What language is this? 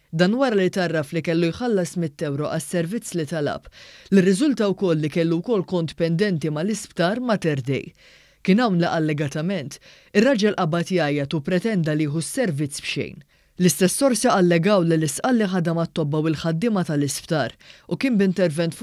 Maltese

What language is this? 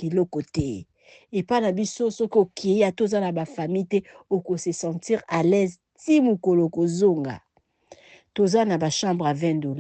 Lingala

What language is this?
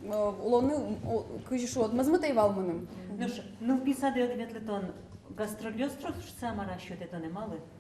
Udmurt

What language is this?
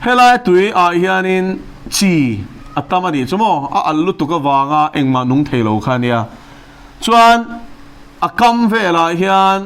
Mizo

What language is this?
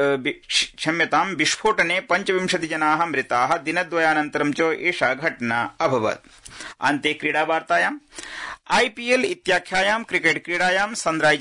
Sanskrit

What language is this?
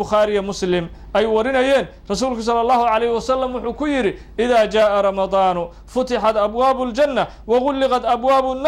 Somali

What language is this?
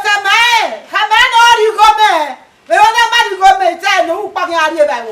Bini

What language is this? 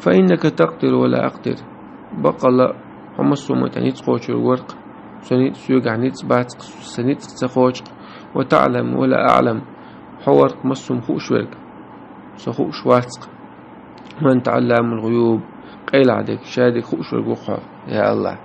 Chechen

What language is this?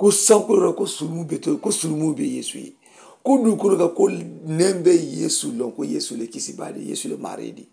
Mandingo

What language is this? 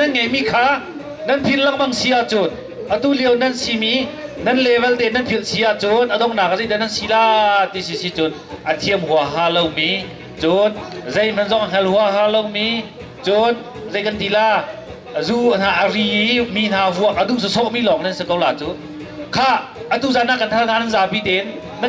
Hakha Chin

